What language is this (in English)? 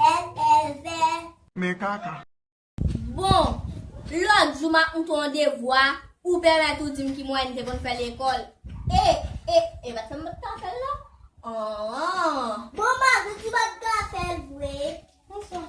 Haitian Creole